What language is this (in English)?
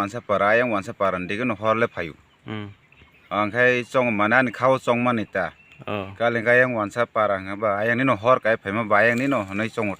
Kok Borok